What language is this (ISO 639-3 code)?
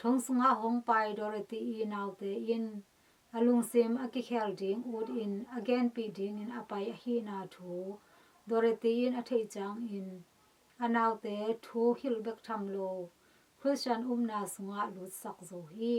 ctd